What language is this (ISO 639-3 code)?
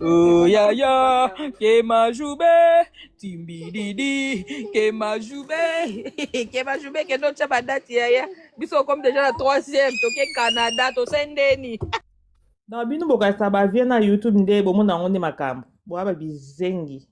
lin